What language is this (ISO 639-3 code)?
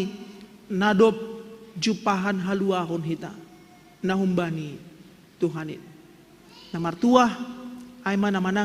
bts